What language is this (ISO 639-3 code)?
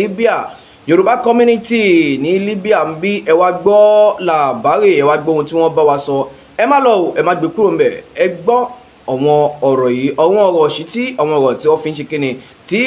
yor